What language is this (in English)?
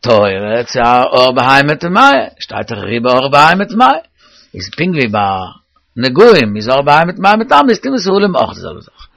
Yiddish